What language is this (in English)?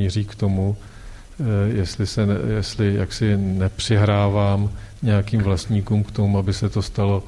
Czech